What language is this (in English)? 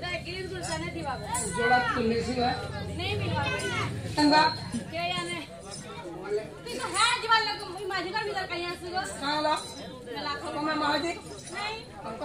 Bhojpuri